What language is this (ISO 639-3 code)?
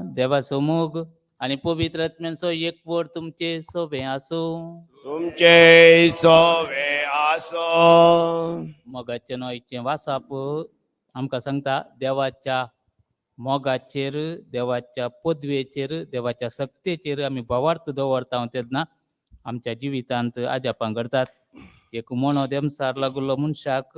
kok